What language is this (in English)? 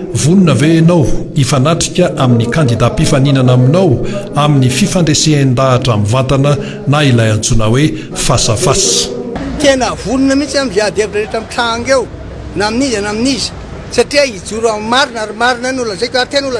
Malagasy